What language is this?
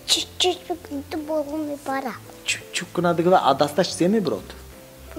Tajik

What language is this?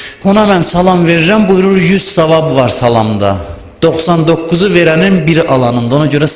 Azerbaijani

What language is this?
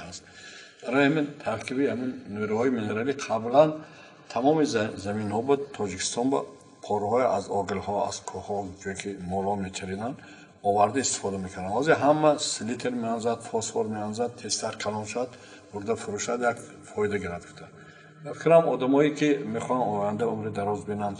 Tajik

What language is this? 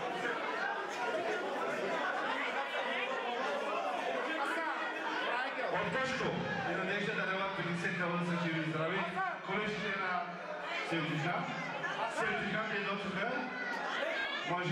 Turkish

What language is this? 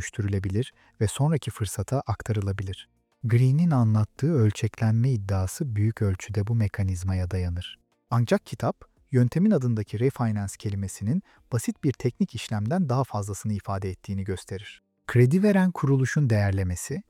Turkish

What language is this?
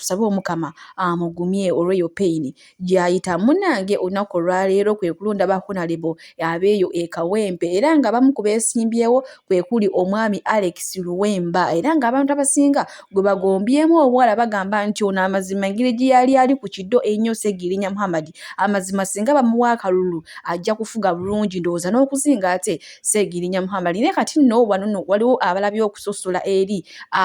Ganda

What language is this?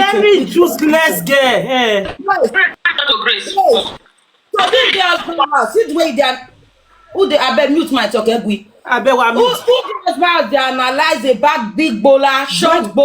Nigerian Pidgin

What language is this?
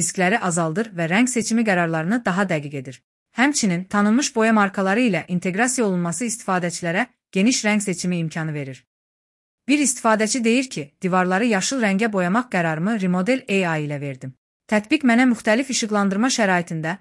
Azerbaijani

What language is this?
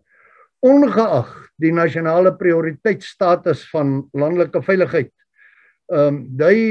Afrikaans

